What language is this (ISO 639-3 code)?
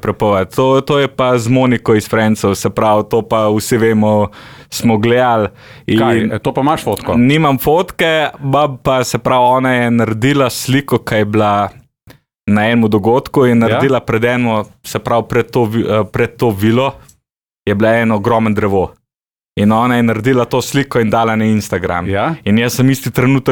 slv